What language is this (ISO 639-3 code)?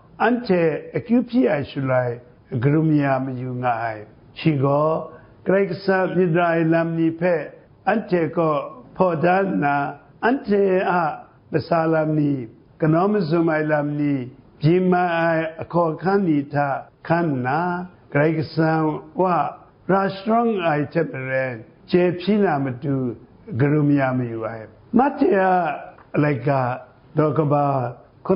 kac